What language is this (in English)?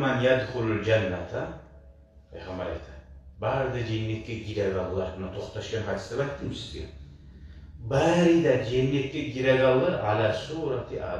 Kumyk